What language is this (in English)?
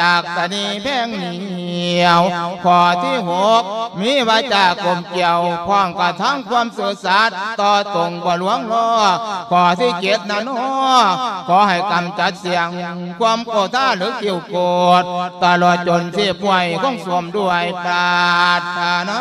Lao